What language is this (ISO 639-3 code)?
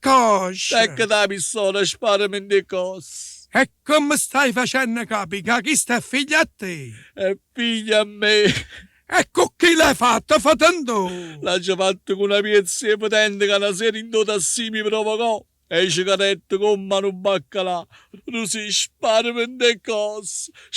nap